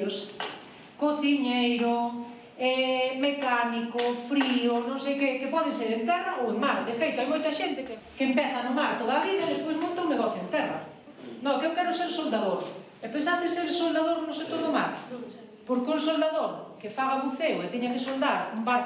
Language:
Galician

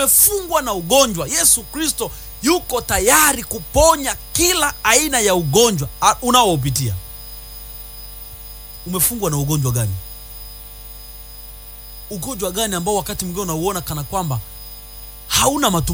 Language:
Swahili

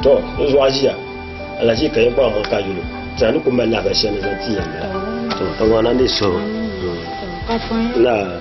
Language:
Dagbani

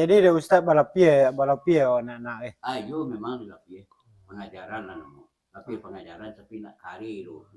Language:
Minangkabau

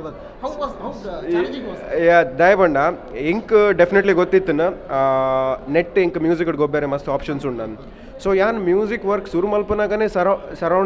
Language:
Tulu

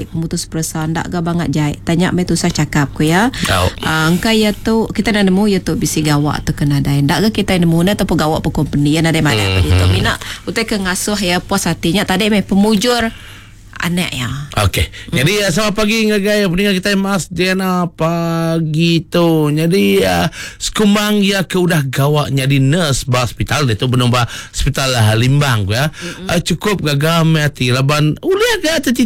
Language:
Iban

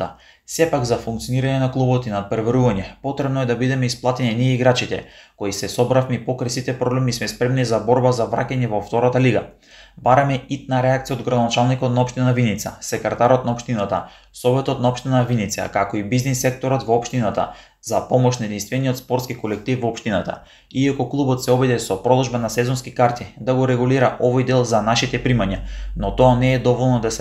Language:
Macedonian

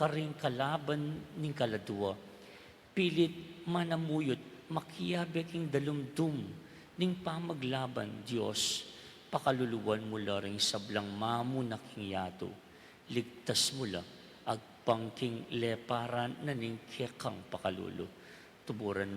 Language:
Pampanga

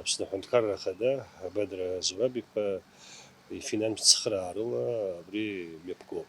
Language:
Abkhazian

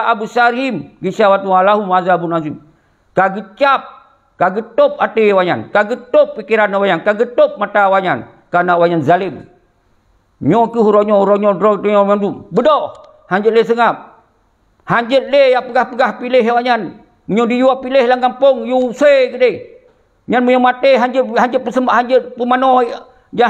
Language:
Achinese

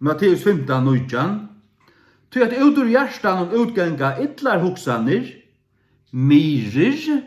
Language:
Faroese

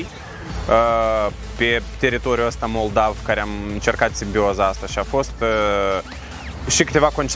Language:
Romanian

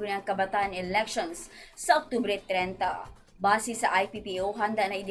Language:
Hiligaynon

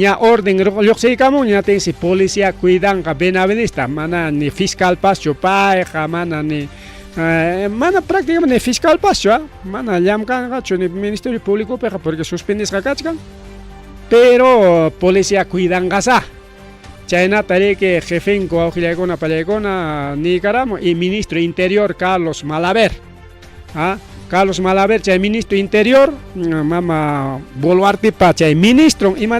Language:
Ayacucho Quechua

